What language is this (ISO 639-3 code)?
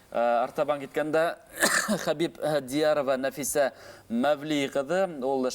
bak